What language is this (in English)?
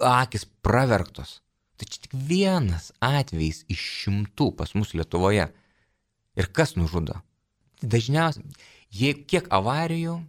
Lithuanian